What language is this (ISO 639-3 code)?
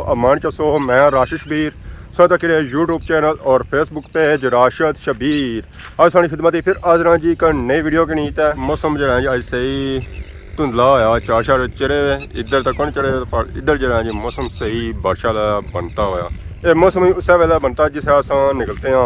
phr